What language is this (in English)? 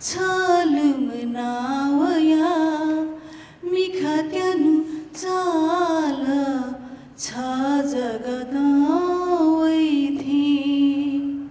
Newari